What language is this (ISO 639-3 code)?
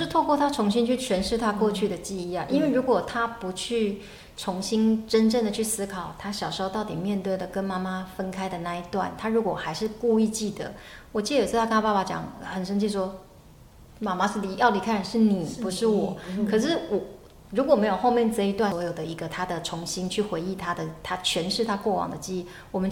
zho